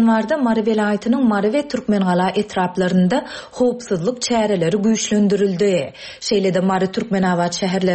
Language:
Turkmen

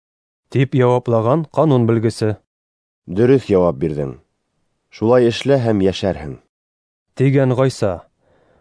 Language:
Bashkir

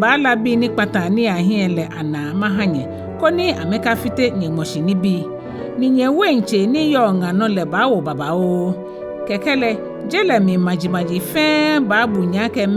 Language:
Ga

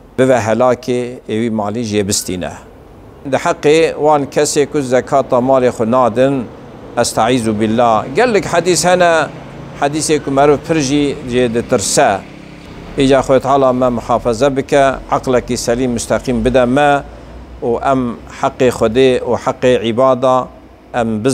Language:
Kurdish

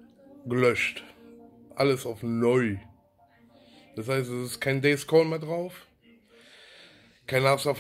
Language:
German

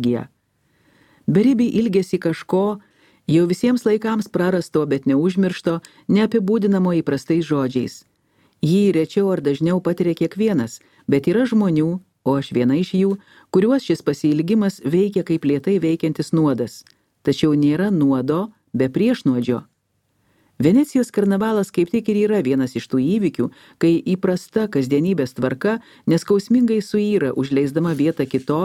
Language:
Lithuanian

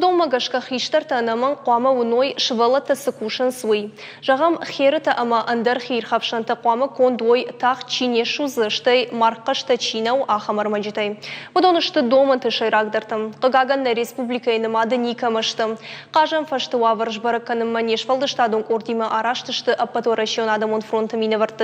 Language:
Ossetic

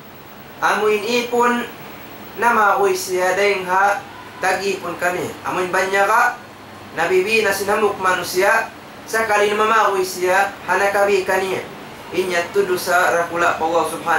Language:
Tausug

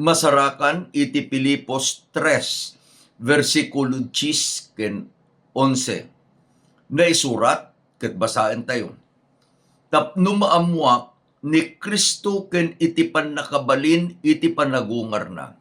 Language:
Iloko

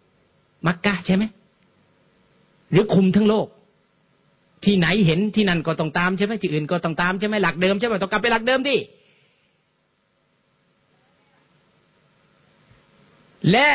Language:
Thai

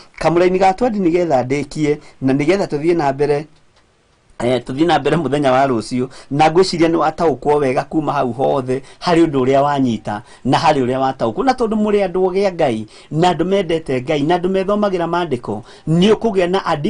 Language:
Kikuyu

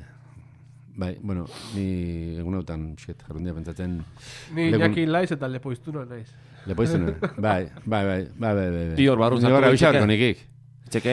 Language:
Basque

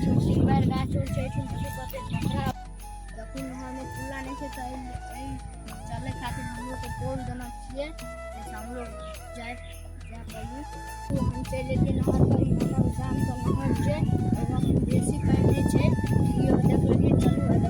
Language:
Maithili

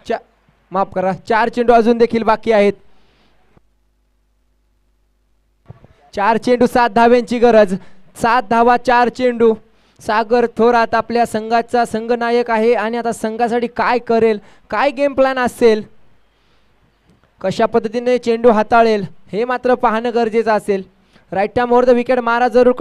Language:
Marathi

